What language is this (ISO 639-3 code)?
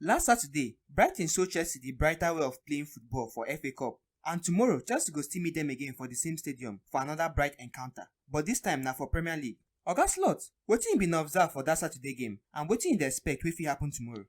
pcm